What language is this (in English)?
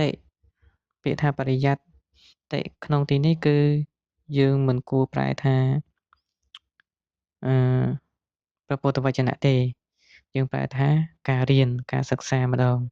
Khmer